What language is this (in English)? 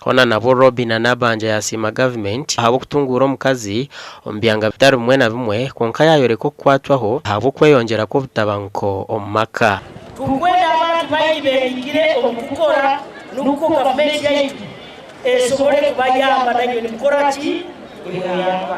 Nyankole